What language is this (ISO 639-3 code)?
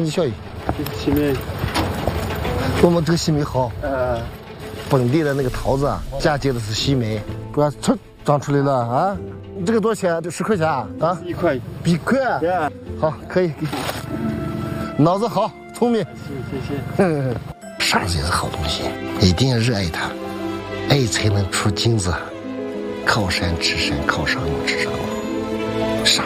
zho